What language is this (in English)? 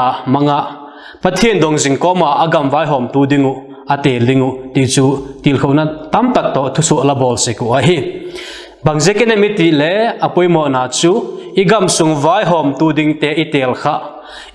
Vaiphei